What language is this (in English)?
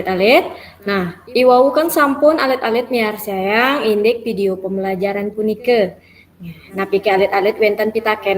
Balinese